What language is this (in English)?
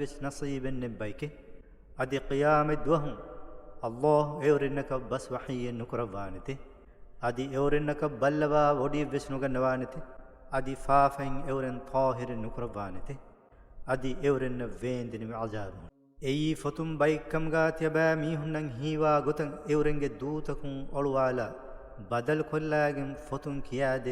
Divehi